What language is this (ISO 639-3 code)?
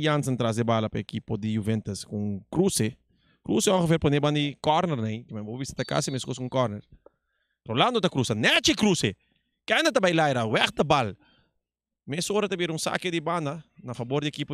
pap